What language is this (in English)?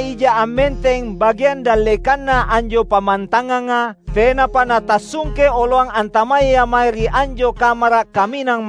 Makasar